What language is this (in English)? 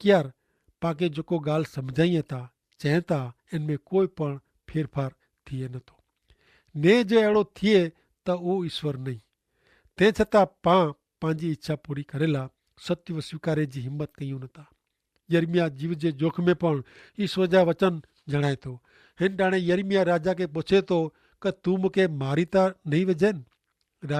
Kachhi